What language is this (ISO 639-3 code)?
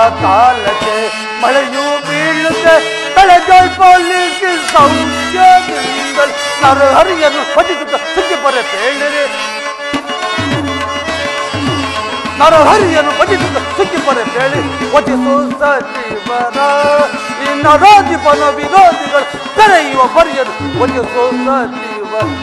kan